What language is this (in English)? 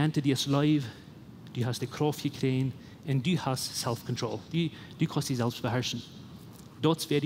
Plautdietsch